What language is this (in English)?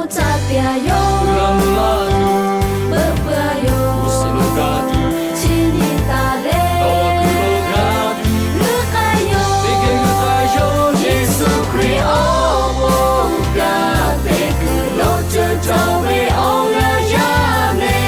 Lahu